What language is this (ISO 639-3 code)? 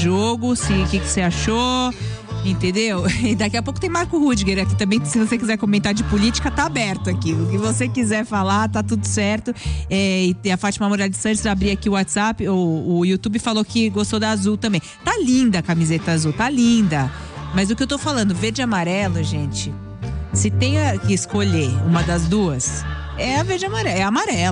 por